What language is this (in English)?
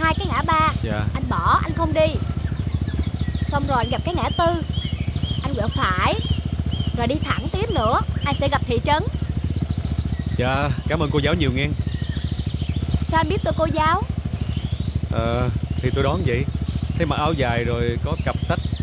Vietnamese